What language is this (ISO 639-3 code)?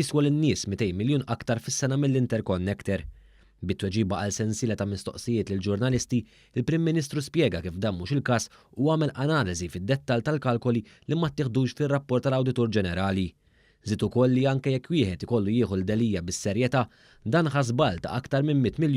mlt